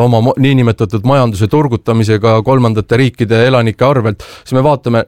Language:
Estonian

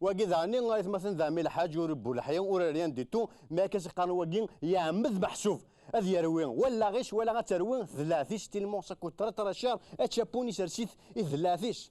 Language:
Kabyle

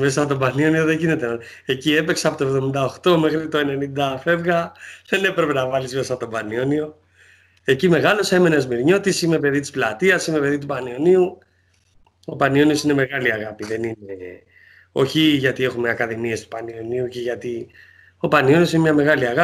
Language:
Greek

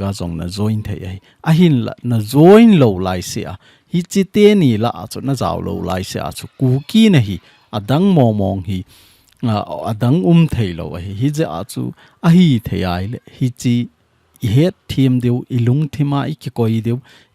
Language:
Thado Chin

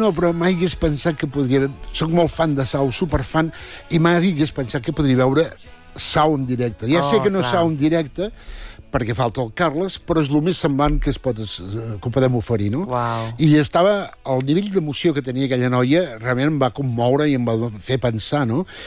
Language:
Catalan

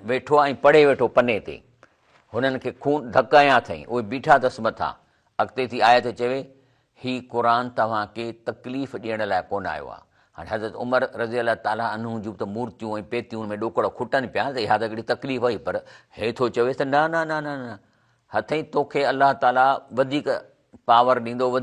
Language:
Sindhi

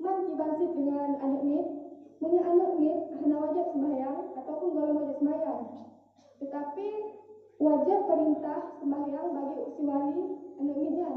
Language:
Achinese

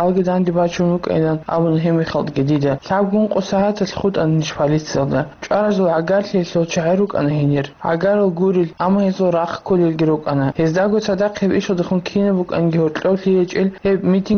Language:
Avaric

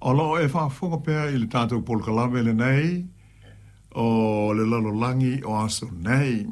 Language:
Samoan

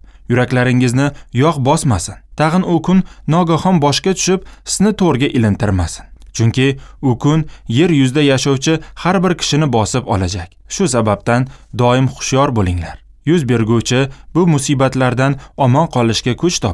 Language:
Uzbek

